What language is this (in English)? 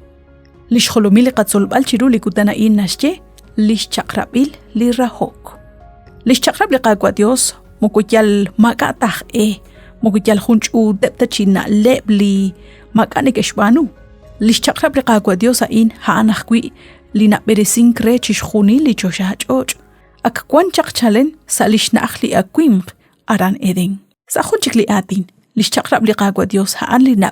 Kekchí